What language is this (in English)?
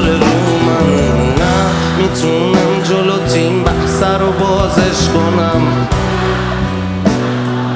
Persian